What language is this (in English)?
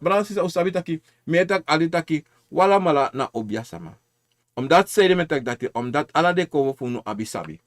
Sranan Tongo